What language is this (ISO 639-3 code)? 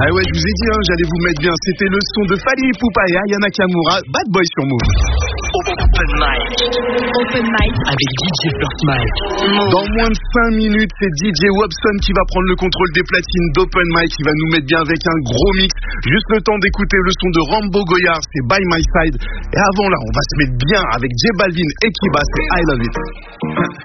fra